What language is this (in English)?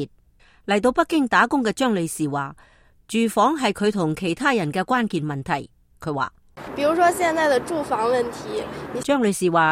Cantonese